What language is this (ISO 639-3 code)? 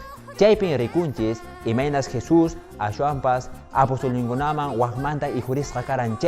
que